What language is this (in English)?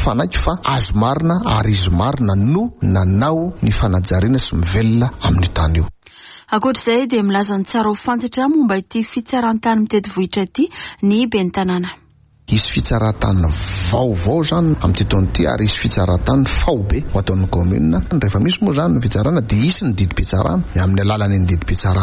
Malagasy